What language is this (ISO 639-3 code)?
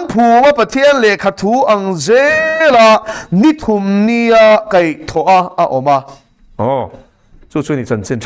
lus